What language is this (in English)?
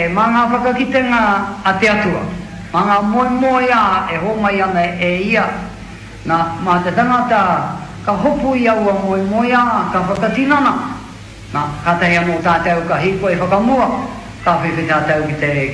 Māori